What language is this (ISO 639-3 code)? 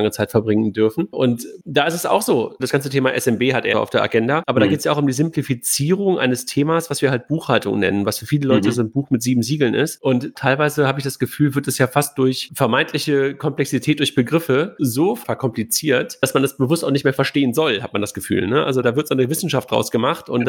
deu